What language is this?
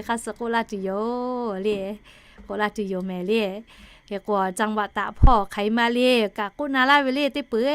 Lahu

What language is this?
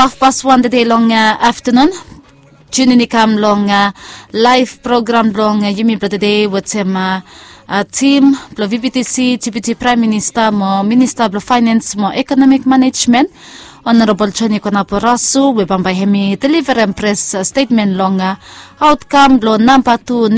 Bislama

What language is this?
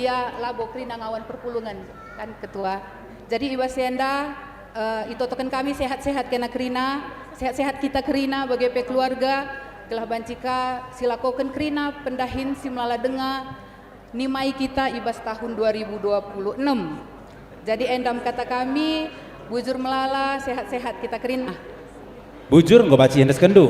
Batak Karo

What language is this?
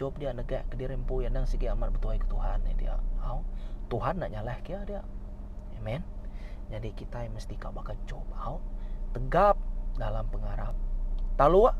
Iban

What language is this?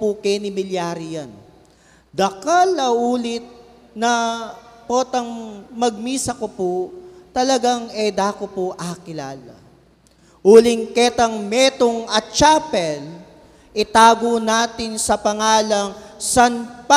Pampanga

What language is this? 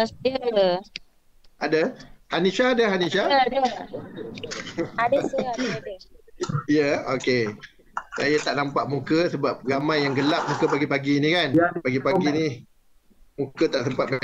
Malay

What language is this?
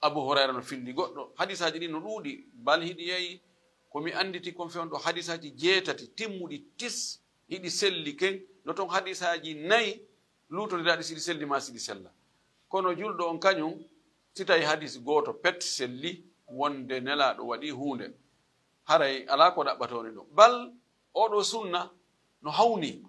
Fula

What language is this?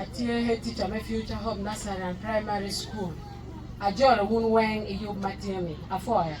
Acoli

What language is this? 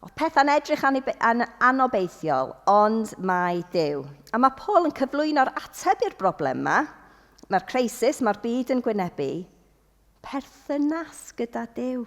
Welsh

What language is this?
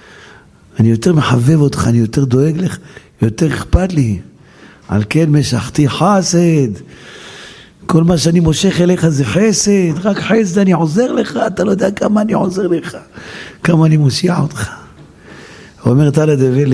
Hebrew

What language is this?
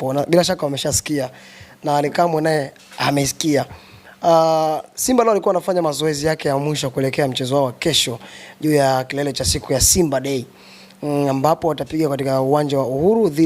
Swahili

